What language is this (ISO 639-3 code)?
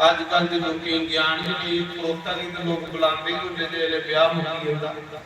doi